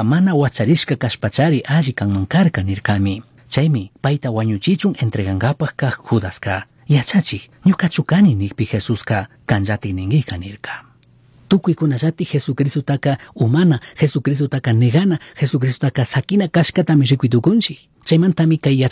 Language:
Chimborazo Highland Quichua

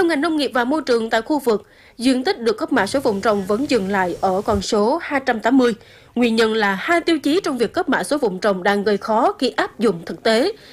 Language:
Vietnamese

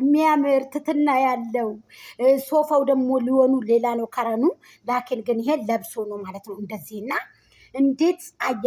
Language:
Amharic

